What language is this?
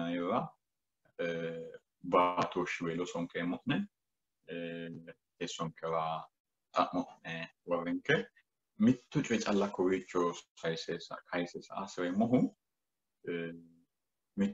Sidamo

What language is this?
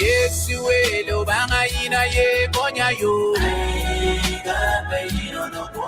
Acoli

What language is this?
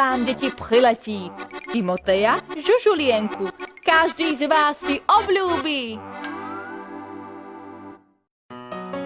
Slovak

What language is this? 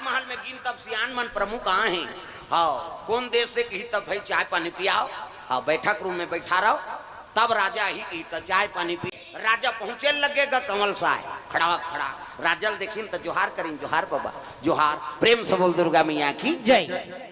Chhattisgarhi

